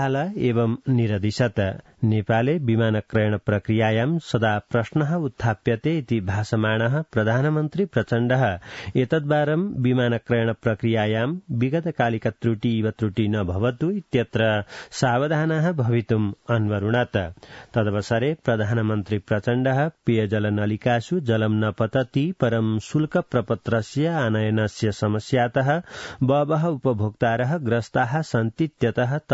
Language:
Sanskrit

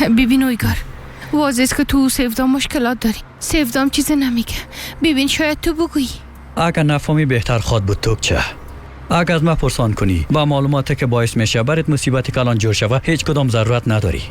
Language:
Persian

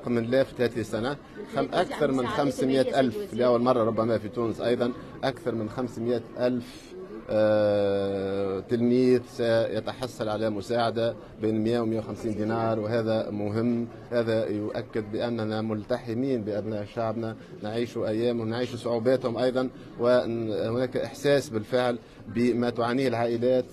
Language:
Tunisian Arabic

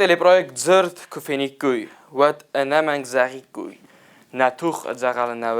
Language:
Ossetic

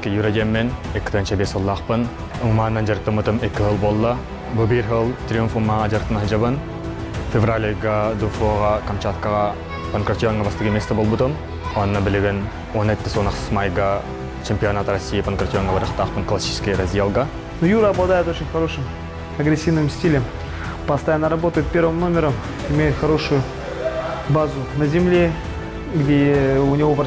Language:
Yakut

